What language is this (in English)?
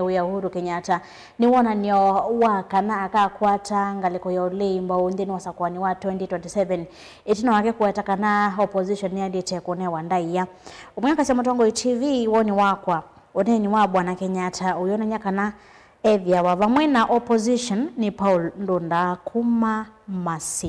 Kamba